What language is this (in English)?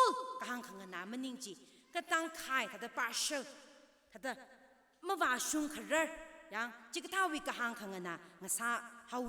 Tangkhul Naga (India)